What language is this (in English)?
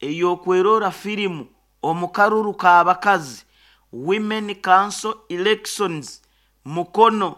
Nyoro